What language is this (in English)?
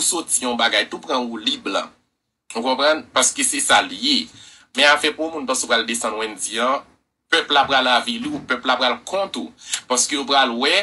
Haitian Creole